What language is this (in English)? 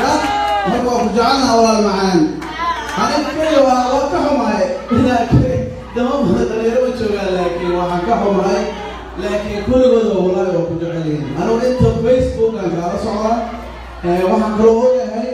Somali